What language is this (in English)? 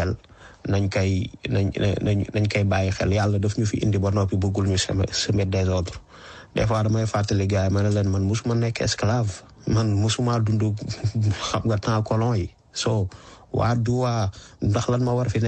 Wolof